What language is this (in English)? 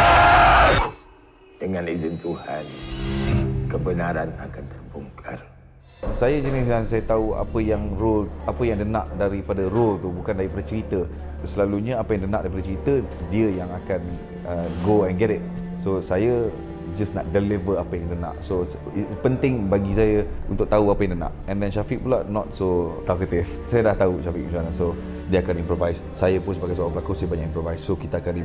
Malay